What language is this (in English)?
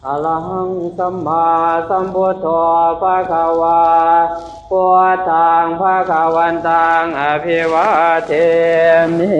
Pali